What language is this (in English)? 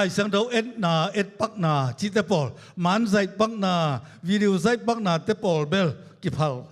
Tedim Chin